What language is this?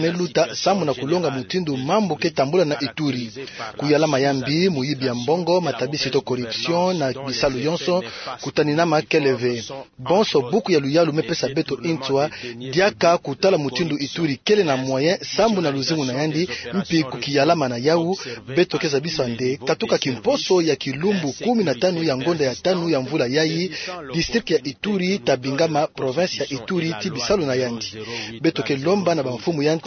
Kituba (Democratic Republic of Congo)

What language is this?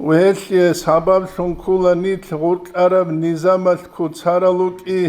Avaric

